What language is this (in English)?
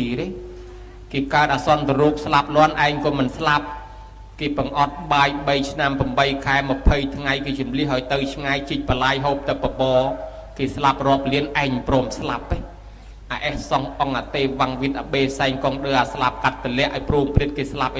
Khmer